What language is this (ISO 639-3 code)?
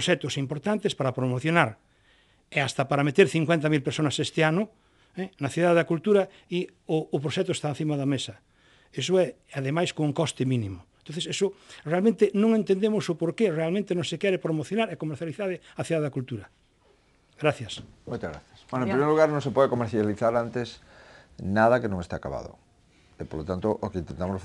glg